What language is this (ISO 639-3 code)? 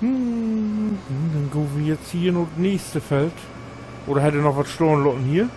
nds